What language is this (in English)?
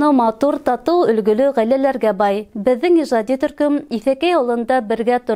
Bashkir